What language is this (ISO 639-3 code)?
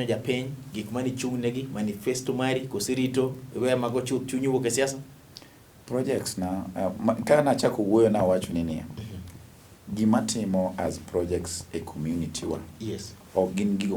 luo